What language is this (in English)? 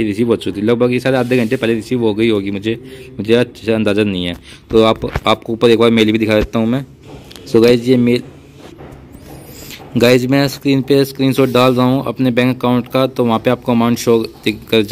Hindi